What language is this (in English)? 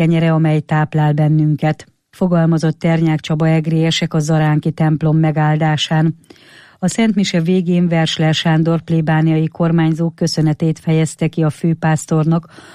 Hungarian